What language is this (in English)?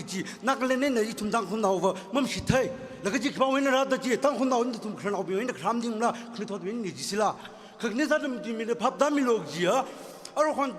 Tangkhul Naga (India)